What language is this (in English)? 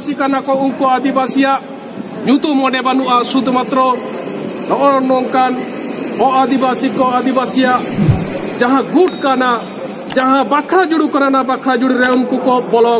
Santali